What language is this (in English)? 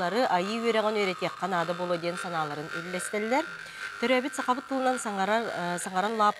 Yakut